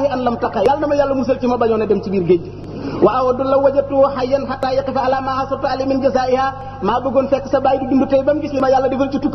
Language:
Wolof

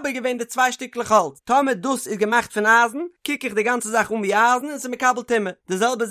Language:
Yiddish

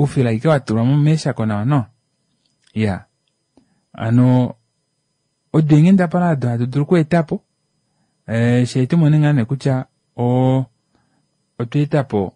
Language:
Kuanyama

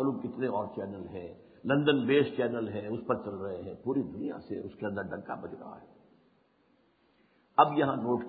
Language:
Urdu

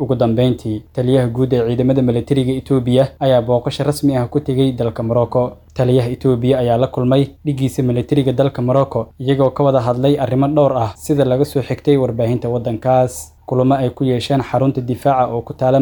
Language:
Somali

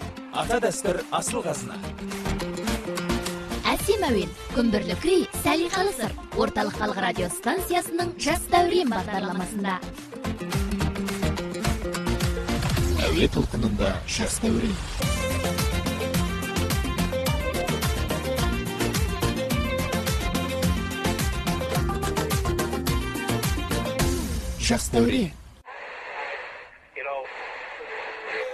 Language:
Kazakh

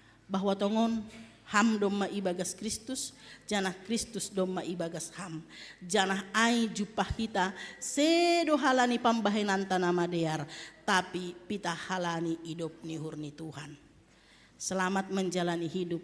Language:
Batak Simalungun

